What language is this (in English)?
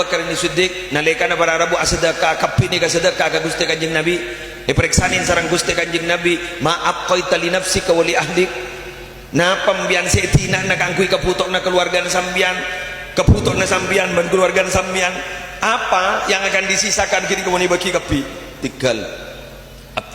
Madurese